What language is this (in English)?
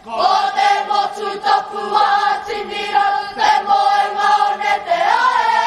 Māori